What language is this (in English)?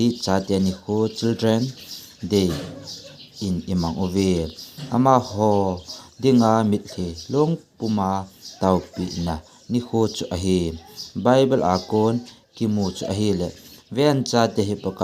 Thado Chin